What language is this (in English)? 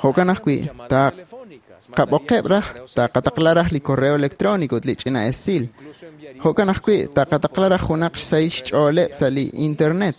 Kekchí